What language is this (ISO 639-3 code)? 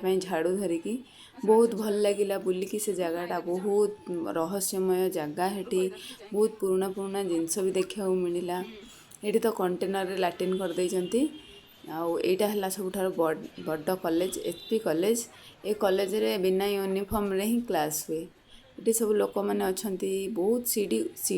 ori